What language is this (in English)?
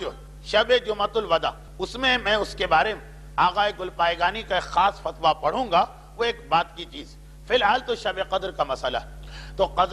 Urdu